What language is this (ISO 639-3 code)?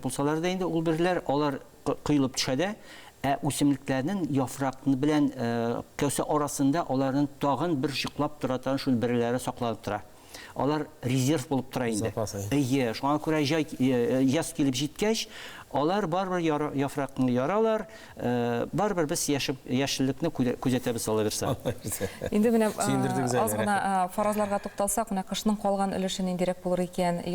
tat